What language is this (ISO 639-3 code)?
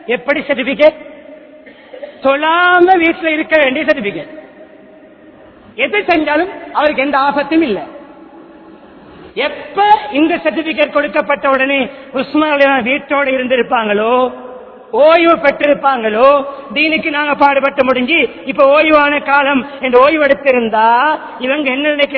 tam